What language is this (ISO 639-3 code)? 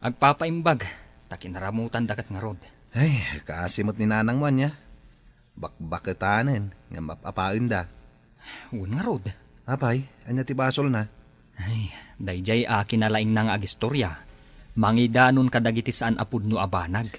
ilo